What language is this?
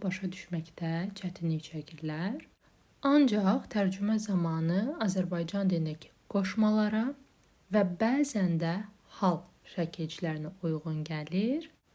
Azerbaijani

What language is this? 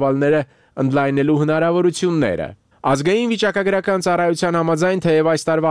Armenian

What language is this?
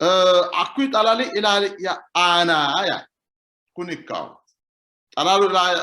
Sidamo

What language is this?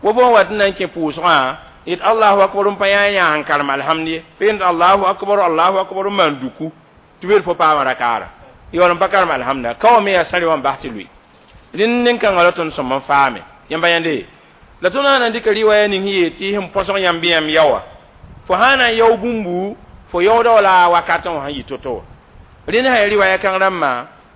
Mossi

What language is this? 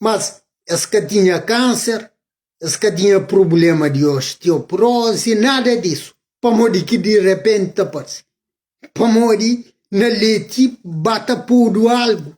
Kabuverdianu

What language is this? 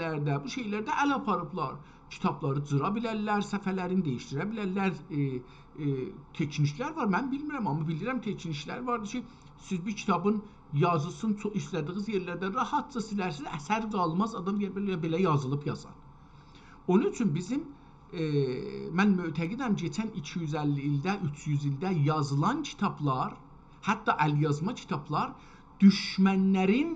South Azerbaijani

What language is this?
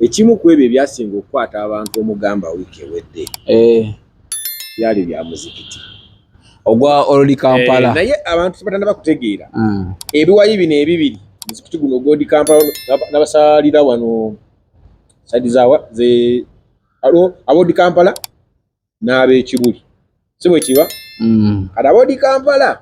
Ganda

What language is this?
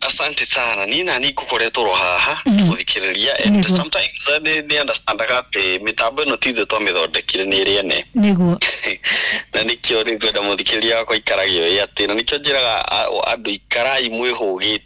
Kikuyu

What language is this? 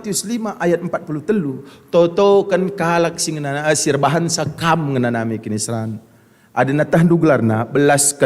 Batak Karo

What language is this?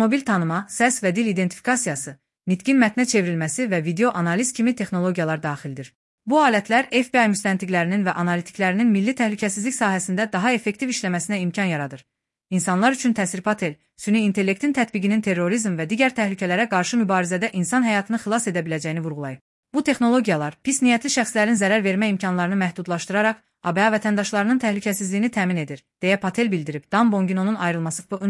Azerbaijani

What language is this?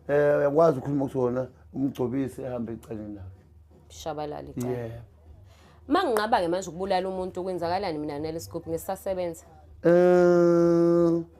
Zulu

